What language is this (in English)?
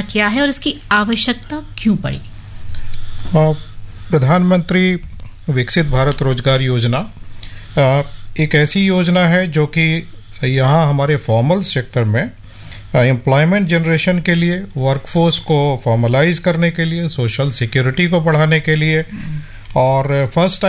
Hindi